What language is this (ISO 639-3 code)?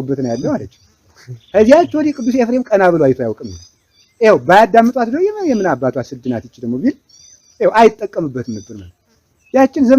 amh